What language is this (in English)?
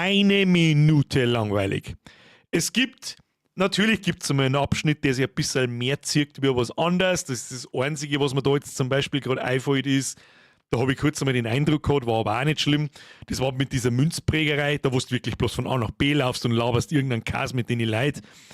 Bavarian